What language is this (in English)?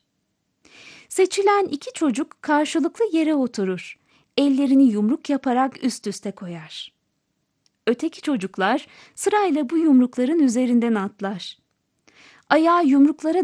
Turkish